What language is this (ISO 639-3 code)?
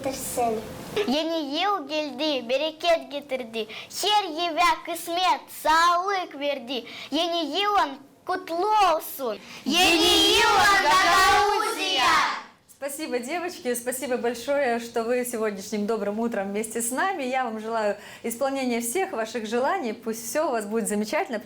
gag